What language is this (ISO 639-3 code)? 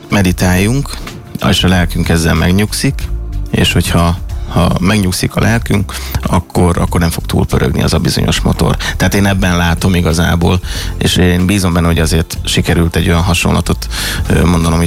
hun